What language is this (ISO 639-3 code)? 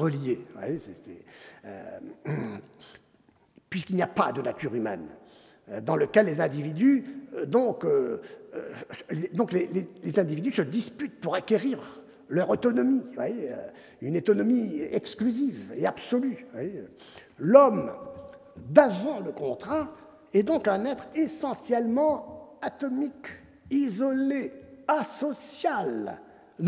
fra